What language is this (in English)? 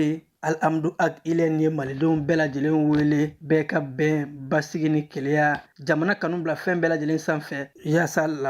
Bambara